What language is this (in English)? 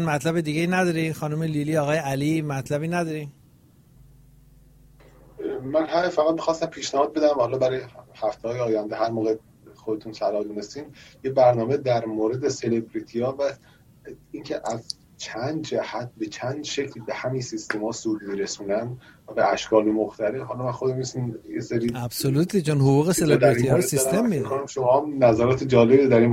Persian